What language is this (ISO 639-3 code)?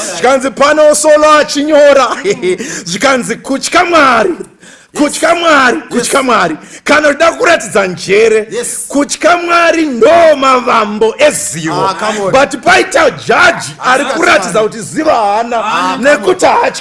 sna